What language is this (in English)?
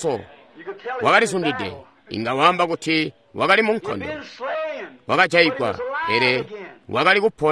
Tonga (Zambia)